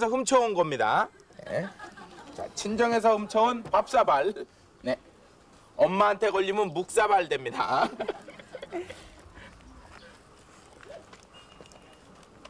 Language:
Korean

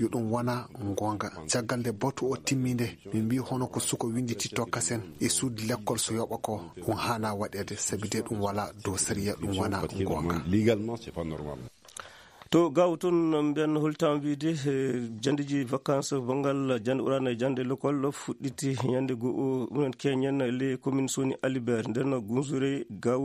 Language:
Fula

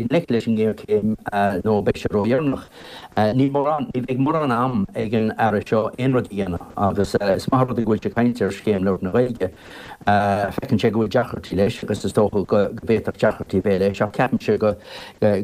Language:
Irish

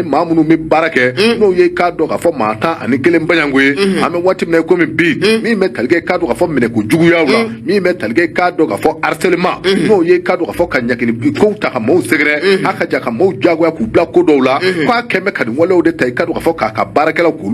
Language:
Bambara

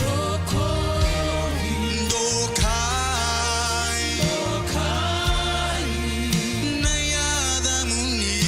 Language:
Fijian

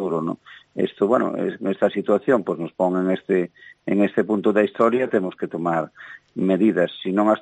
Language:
Galician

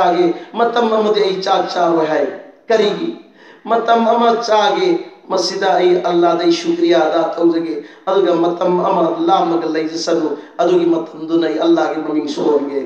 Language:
Manipuri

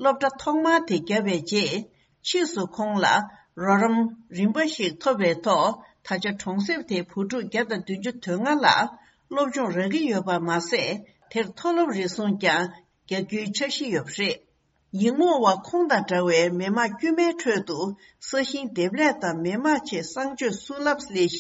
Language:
Tibetan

